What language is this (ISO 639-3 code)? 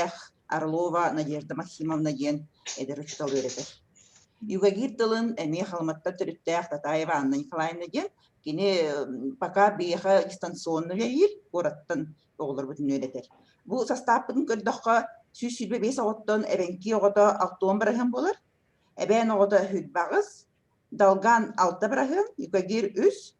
sah